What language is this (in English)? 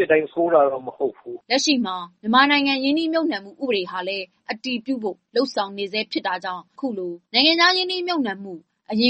Burmese